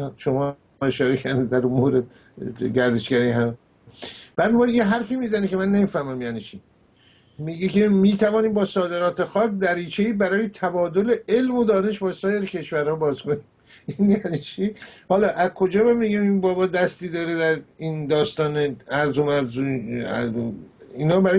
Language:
Persian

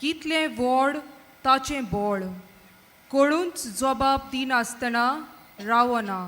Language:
Konkani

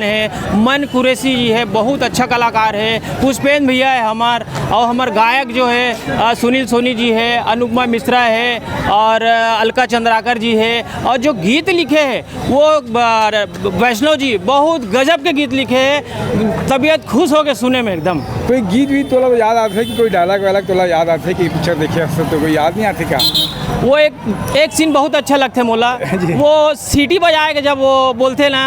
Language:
Chhattisgarhi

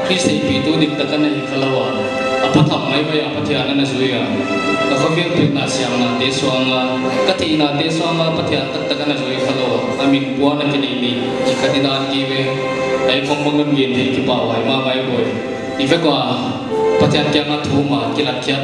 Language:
Paite Chin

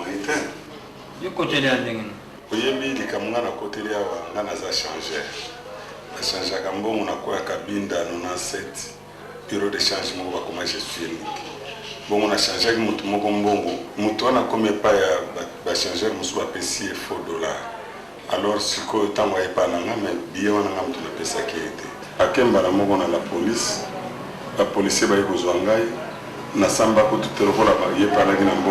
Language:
Lingala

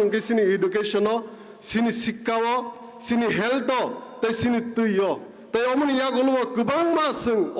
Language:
Kok Borok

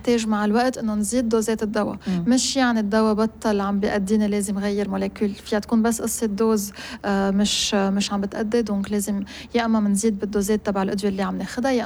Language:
North Levantine Arabic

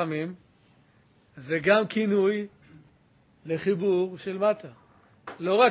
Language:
Hebrew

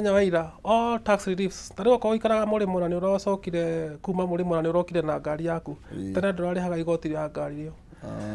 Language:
Kikuyu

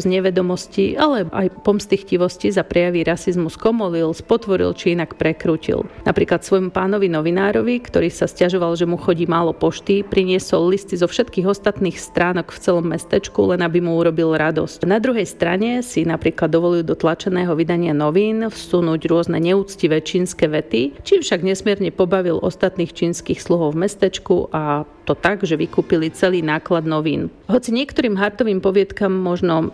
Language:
Slovak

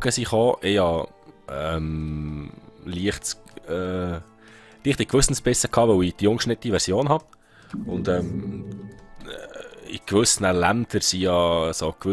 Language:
Swiss German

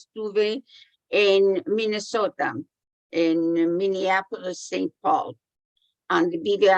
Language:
Ladino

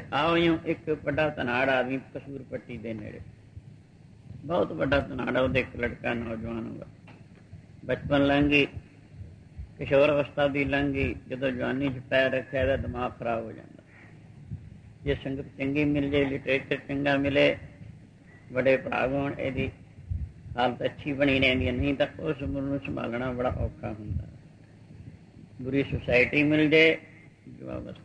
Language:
Punjabi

